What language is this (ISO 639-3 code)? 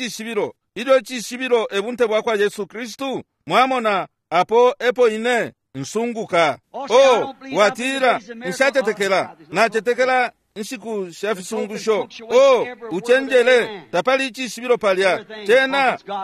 bem